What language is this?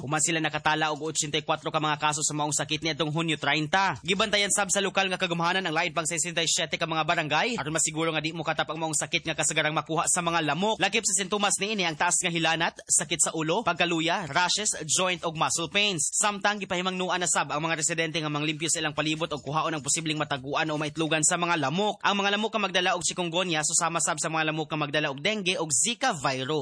Cebuano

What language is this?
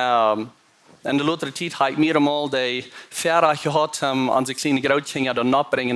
Plautdietsch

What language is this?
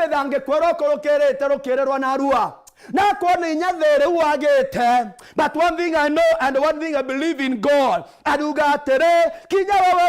Meru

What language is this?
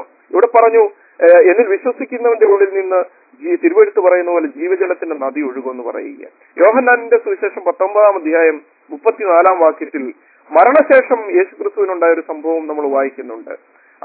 Malayalam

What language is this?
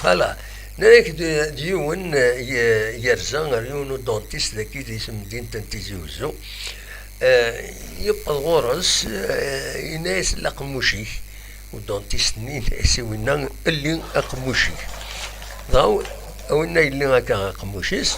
Kabyle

